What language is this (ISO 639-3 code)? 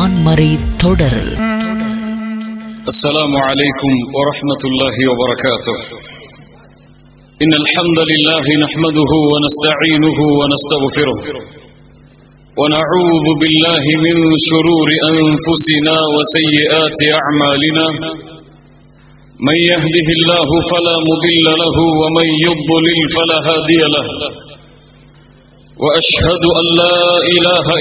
tam